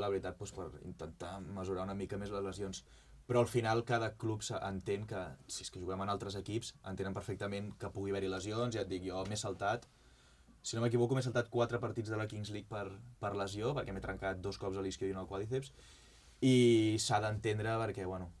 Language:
Catalan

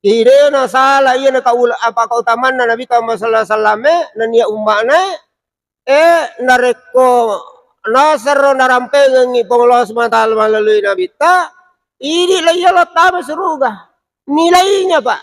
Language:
Buginese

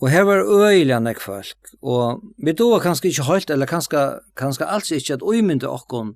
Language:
Faroese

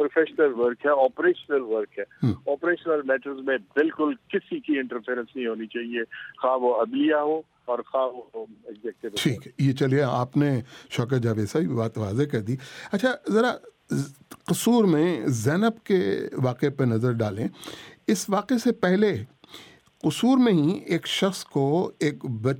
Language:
Urdu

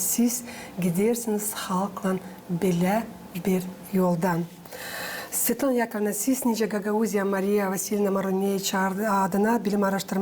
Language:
Gagauz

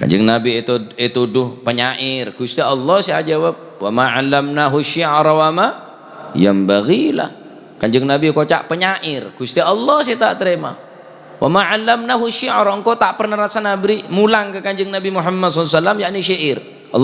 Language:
Madurese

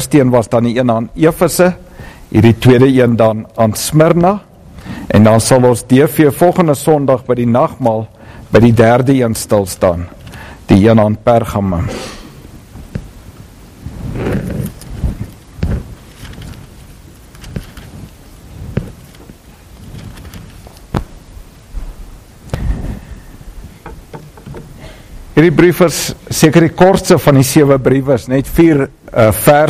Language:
Afrikaans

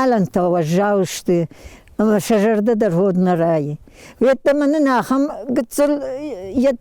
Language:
Ossetic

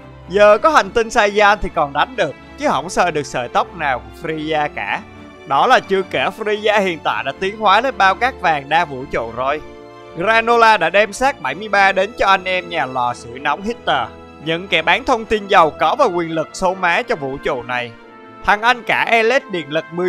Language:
Vietnamese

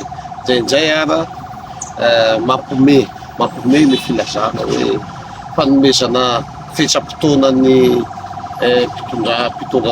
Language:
Malagasy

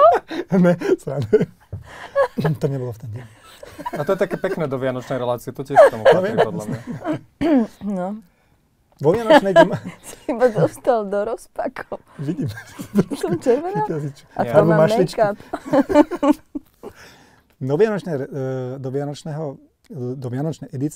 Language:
Slovak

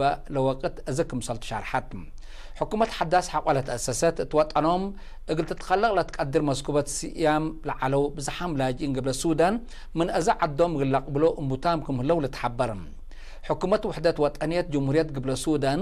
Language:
Tigre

